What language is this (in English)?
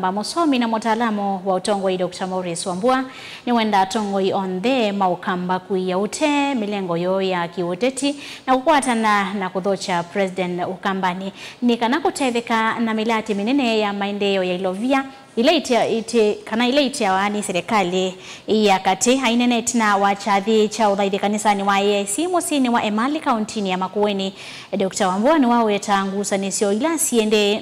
Kamba